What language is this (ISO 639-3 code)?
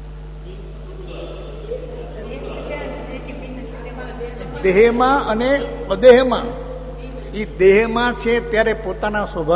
guj